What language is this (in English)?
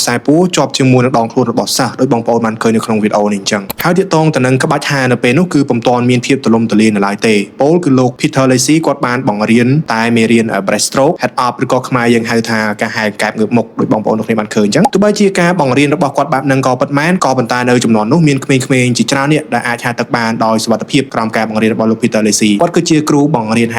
Khmer